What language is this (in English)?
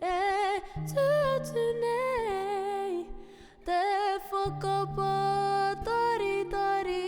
Māori